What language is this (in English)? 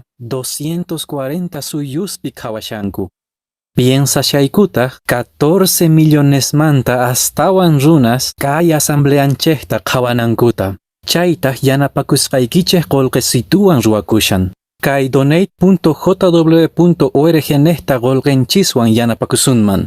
Quechua